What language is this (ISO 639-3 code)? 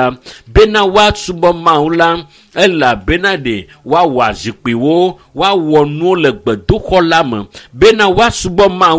ewe